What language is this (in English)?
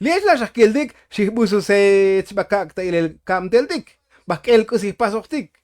Tzotzil